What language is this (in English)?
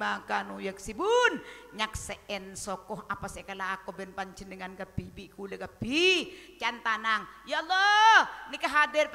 Madurese